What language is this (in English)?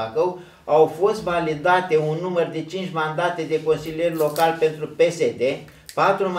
Romanian